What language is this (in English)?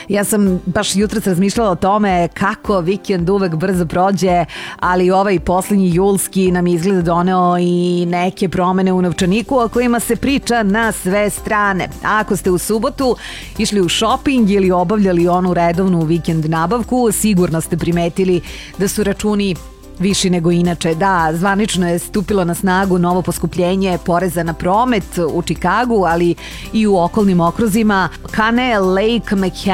Serbian